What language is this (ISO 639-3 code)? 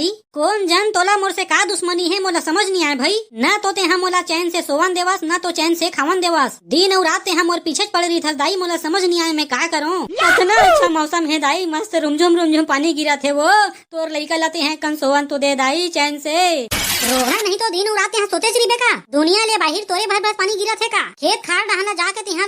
hne